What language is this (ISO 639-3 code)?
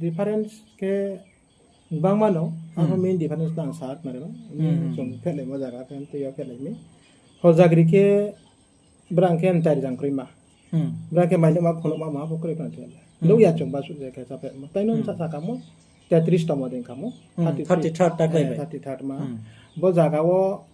ria